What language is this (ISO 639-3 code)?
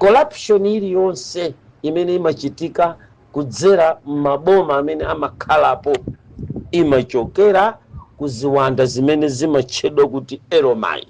nya